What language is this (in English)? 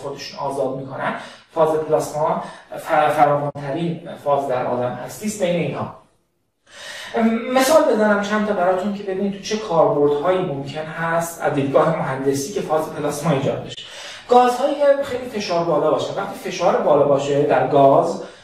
Persian